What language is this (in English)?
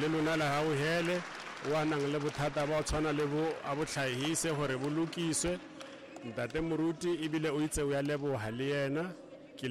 Tswana